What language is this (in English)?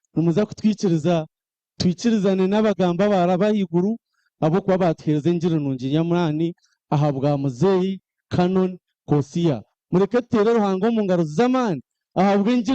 Nyankole